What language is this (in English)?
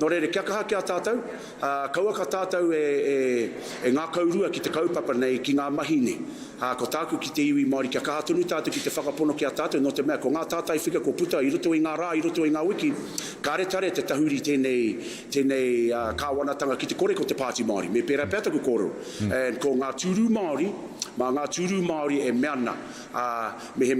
Māori